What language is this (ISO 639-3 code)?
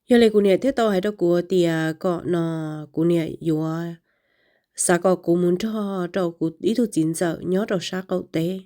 hmn